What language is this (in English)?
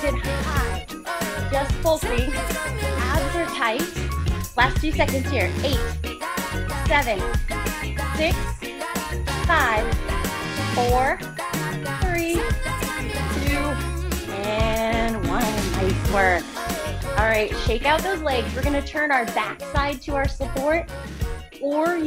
English